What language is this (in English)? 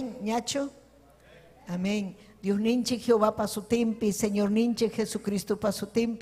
Ayacucho Quechua